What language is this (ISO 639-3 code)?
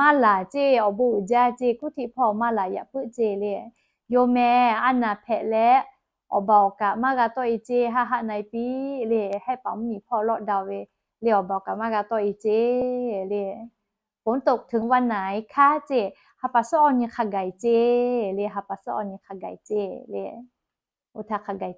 lhu